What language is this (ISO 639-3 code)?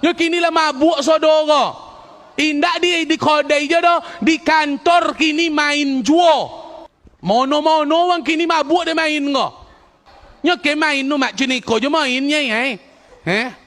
min